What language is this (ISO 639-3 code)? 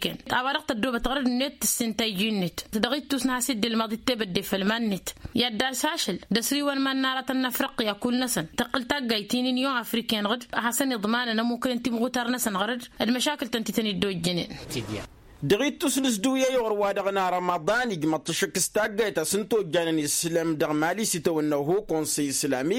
taq